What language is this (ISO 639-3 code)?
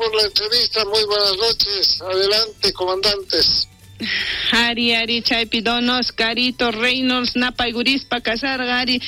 quh